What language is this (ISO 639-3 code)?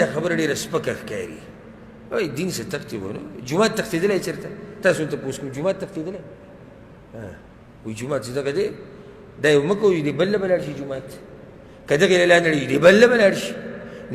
pus